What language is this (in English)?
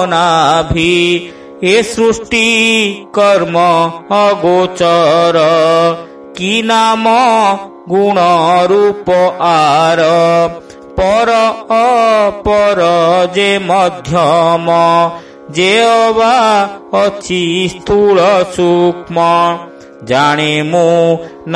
Odia